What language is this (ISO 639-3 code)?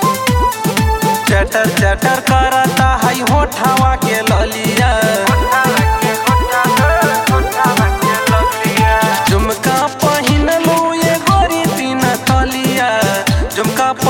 bho